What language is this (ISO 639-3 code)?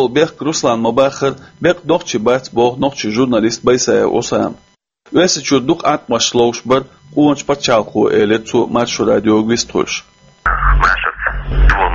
che